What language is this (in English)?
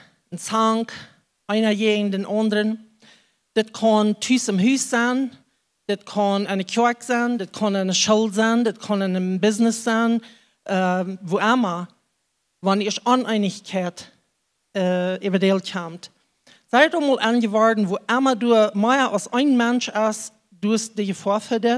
Plautdietsch